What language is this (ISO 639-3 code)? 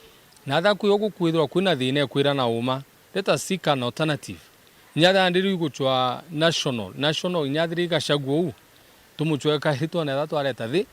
mer